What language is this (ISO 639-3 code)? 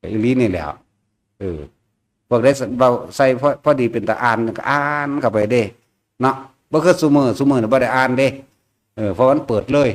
tts